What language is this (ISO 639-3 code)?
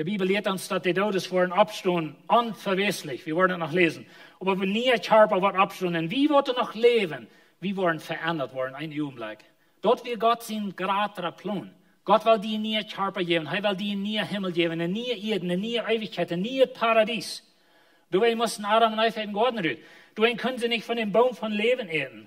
pdt